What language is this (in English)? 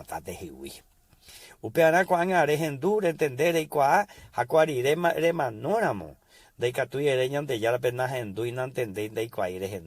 Guarani